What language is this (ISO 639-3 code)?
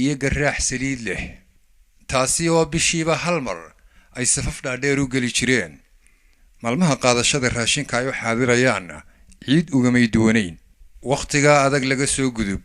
som